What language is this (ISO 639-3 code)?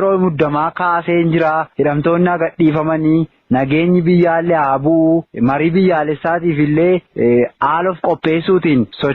orm